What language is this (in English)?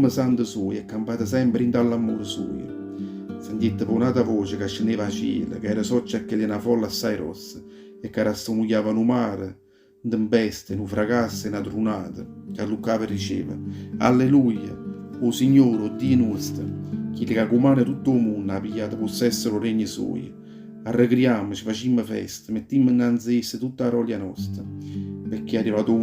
Neapolitan